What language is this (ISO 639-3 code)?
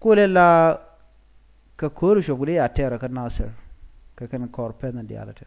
nus